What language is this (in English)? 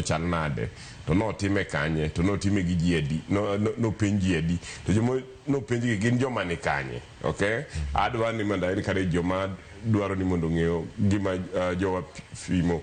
Luo (Kenya and Tanzania)